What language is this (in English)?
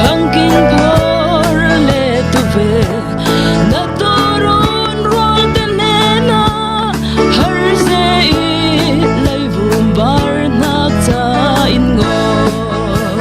Falam Chin